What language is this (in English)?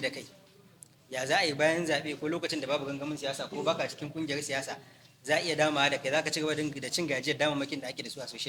Hausa